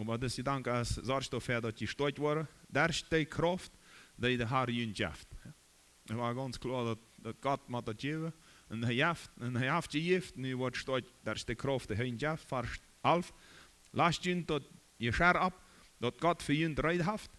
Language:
Plautdietsch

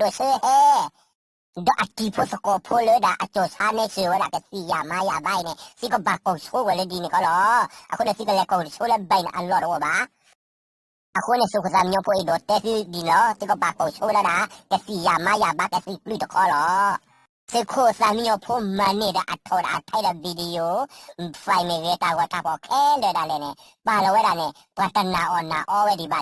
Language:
S'gaw Karen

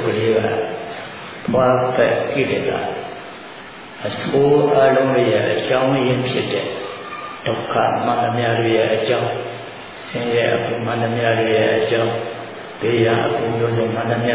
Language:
Burmese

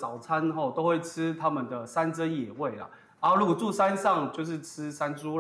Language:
Min Nan Chinese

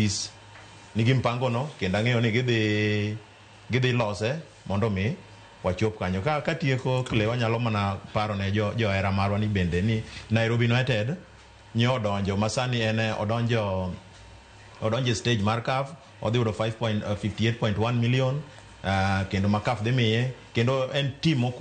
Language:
Luo (Kenya and Tanzania)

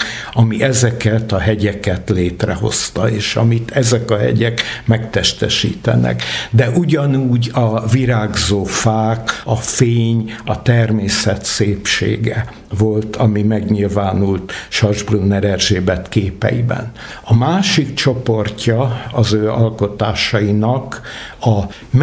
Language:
Hungarian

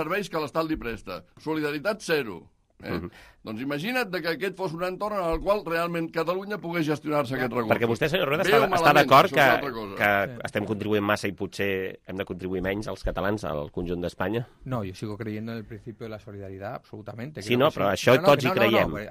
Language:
Catalan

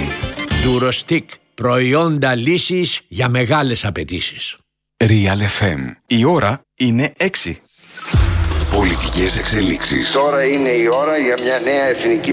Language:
Greek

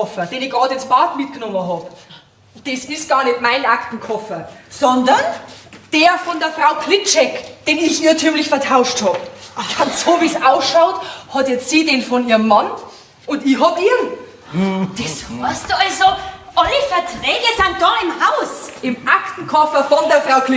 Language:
Bavarian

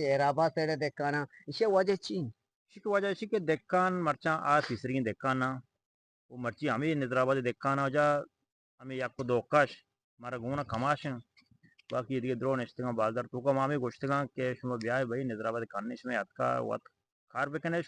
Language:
Eastern Balochi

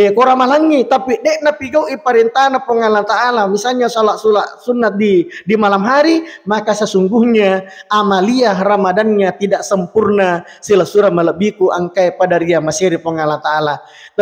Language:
Buginese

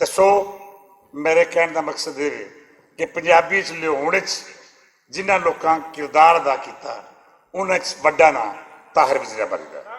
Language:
Western Panjabi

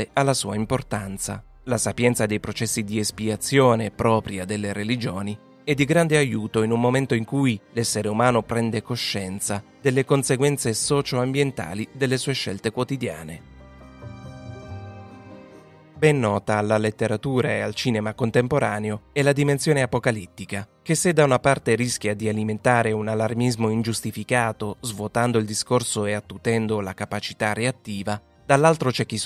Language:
Italian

